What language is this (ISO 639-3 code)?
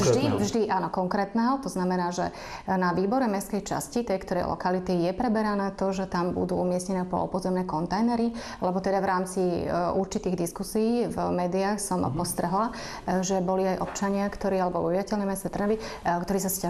slk